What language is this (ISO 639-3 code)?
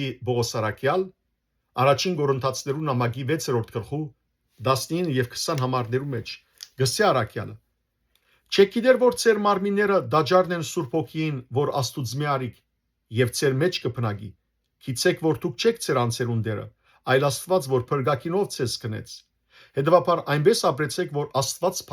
hyw